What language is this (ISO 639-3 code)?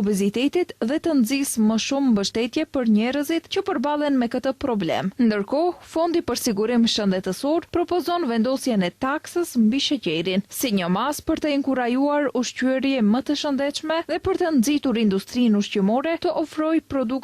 sqi